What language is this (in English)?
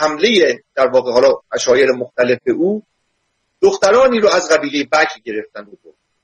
Persian